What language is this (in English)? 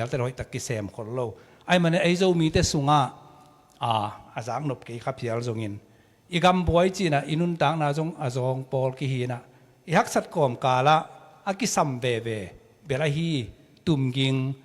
Tedim Chin